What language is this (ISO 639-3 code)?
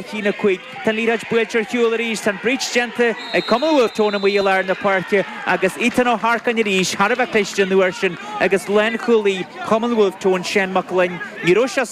gle